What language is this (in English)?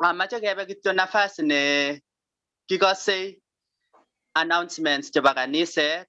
Kalenjin